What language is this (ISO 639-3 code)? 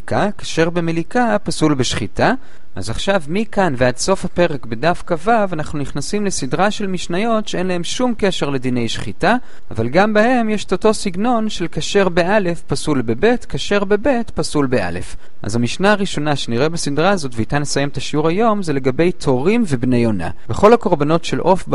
heb